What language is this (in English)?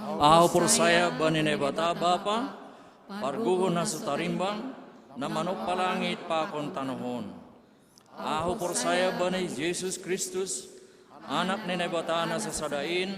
Batak Simalungun